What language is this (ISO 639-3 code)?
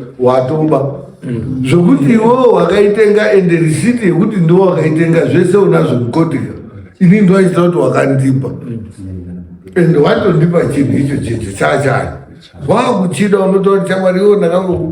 sna